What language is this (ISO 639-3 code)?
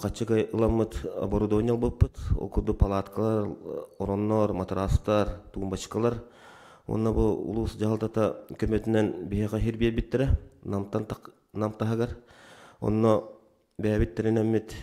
sah